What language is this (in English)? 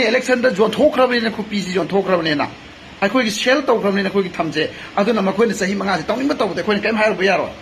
Manipuri